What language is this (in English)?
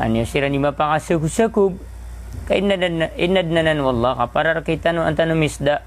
Maranao